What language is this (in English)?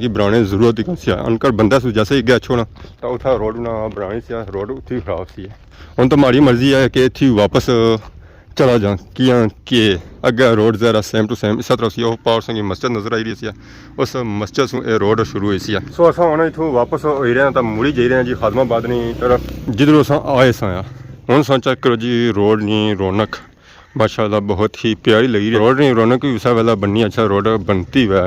Pahari-Potwari